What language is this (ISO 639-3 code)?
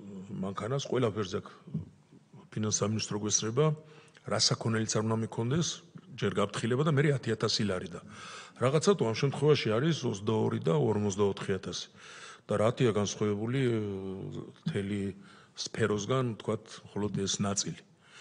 kat